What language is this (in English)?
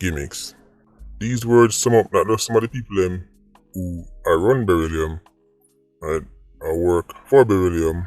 Jamaican Creole English